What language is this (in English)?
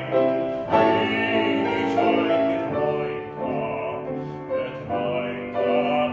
German